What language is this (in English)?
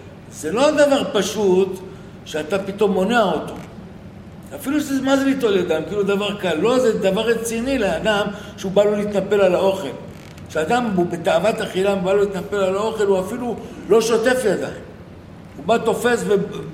Hebrew